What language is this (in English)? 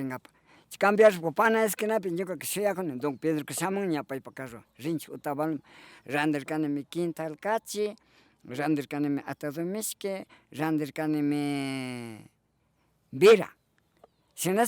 Imbabura Highland Quichua